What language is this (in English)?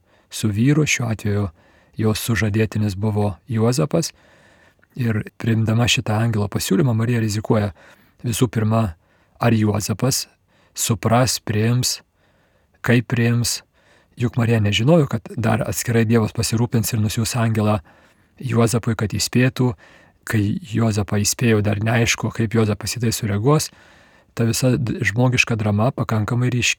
Lithuanian